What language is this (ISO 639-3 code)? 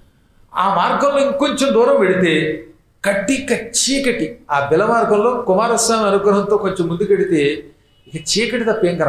tel